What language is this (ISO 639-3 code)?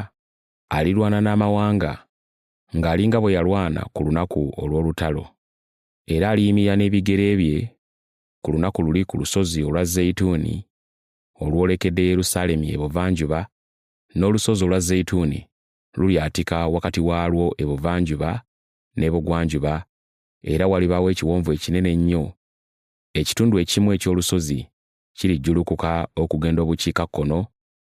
lug